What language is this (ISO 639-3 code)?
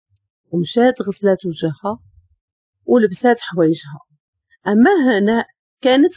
ary